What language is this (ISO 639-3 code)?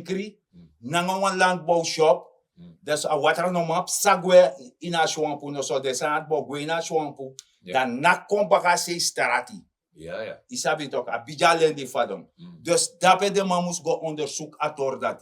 srn